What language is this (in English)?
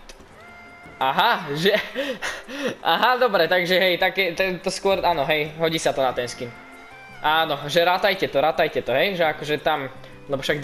Slovak